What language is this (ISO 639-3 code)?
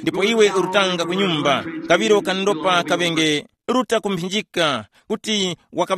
tum